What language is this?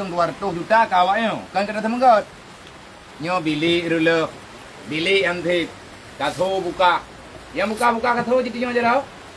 Achinese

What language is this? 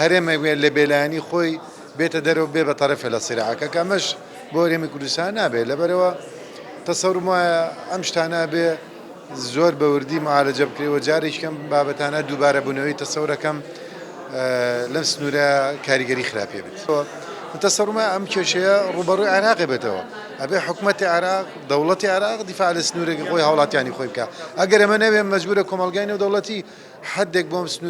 Central Kurdish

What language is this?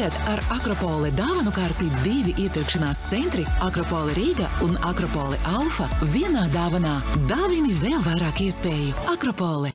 Latvian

